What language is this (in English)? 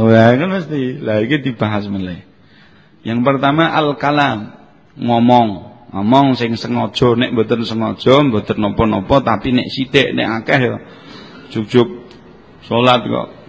Javanese